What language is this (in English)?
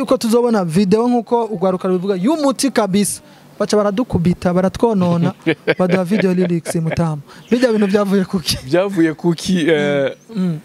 Rundi